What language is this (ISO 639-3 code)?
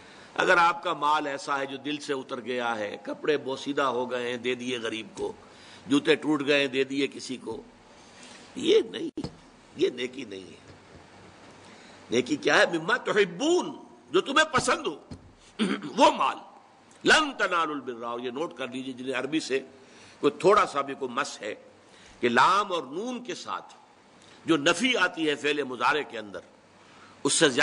urd